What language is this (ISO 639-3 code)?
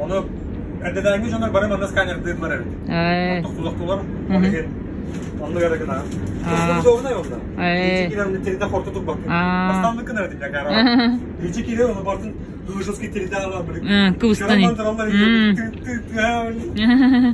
sah